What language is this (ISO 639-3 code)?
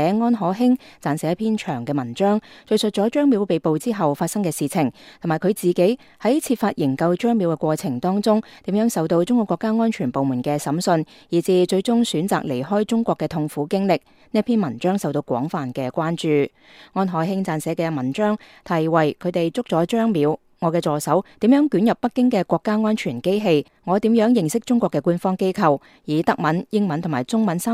yue